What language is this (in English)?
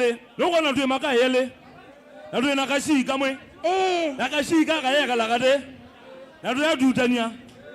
Kamba